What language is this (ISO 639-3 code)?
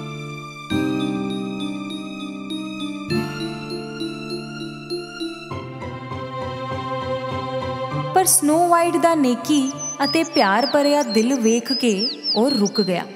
pan